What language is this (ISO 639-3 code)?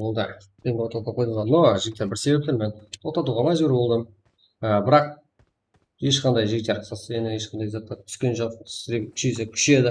kaa